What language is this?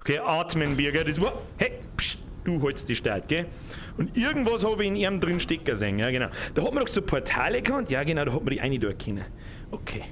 Bavarian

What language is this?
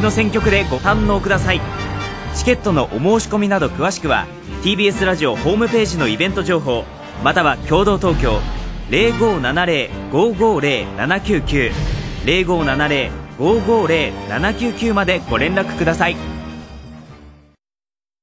Japanese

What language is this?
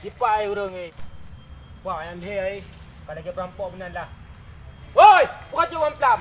Achinese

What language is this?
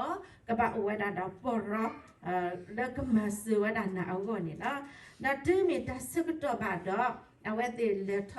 S'gaw Karen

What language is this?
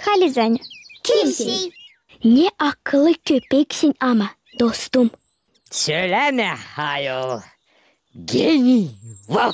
Gagauz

